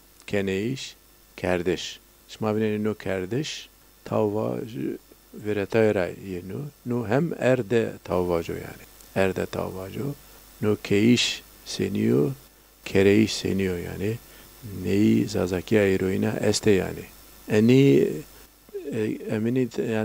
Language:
Zaza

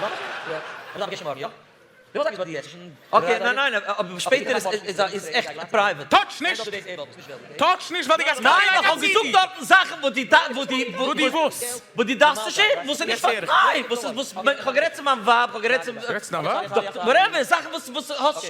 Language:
Yiddish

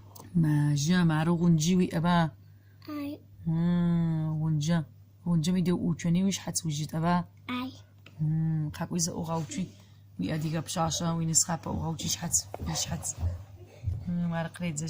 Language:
Adyghe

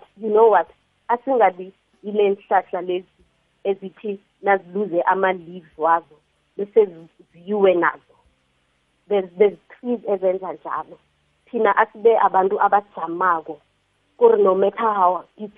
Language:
South Ndebele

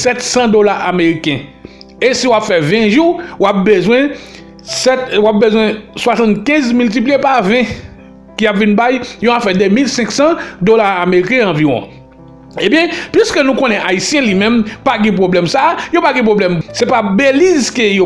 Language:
Haitian Creole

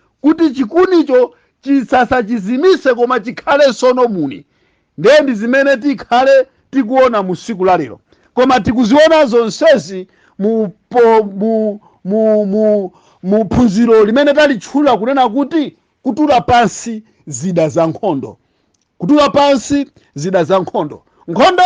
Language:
Nyanja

